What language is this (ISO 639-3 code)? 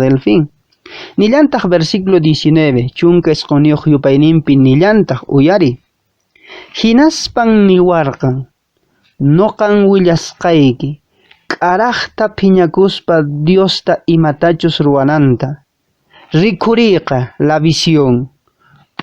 que